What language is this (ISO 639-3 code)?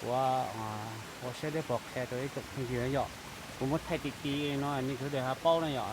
hmn